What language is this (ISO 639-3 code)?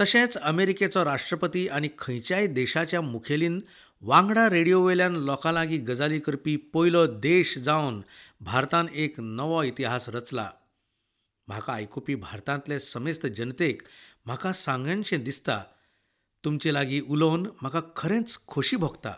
kok